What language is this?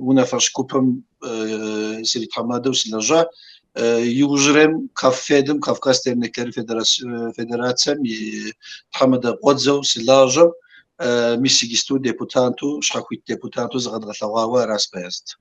Kabardian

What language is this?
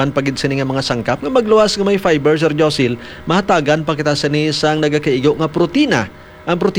Hiligaynon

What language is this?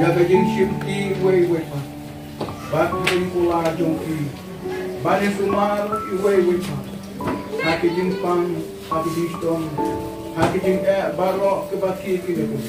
Khasi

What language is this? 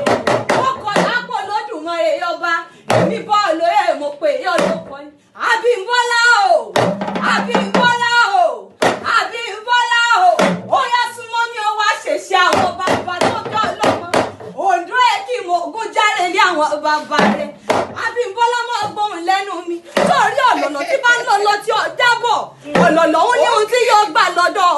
Yoruba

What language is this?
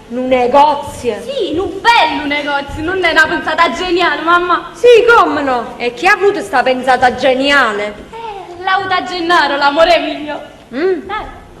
Neapolitan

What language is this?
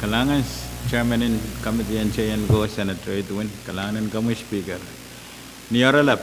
Pohnpeian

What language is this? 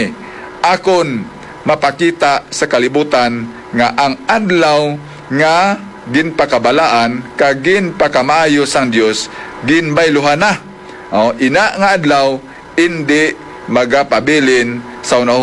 Hiligaynon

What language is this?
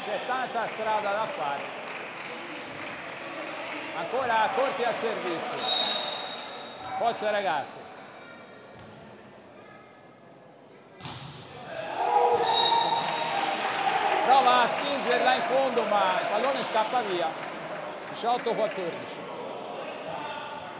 Italian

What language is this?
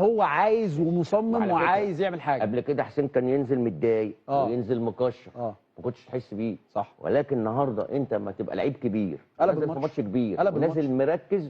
Egyptian Arabic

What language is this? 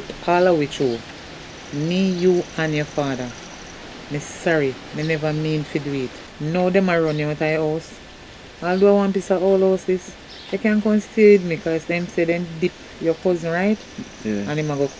Jamaican Creole English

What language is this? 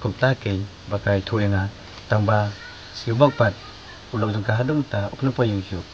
Khasi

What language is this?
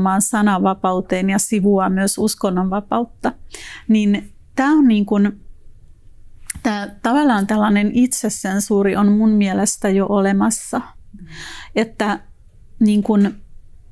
Finnish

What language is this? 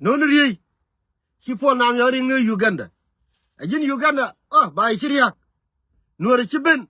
Nuer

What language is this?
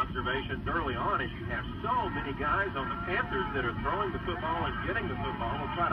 English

